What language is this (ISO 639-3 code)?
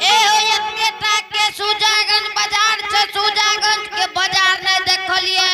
anp